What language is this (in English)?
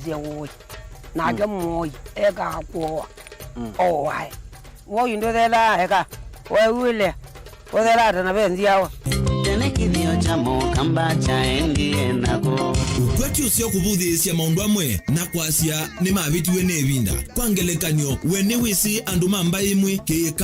Kamba